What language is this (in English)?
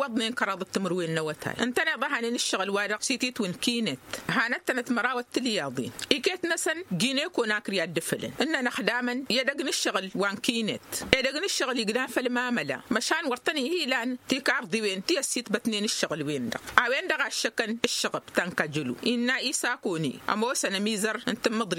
Tamasheq